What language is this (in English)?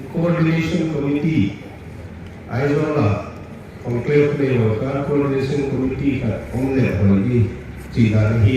Paite Chin